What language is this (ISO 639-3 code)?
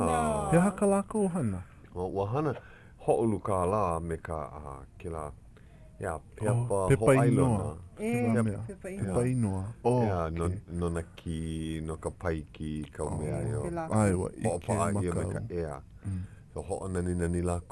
haw